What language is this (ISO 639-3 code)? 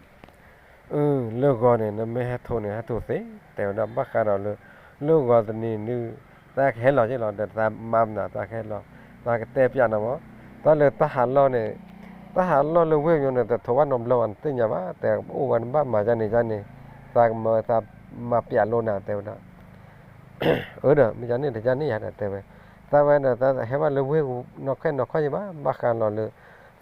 ksw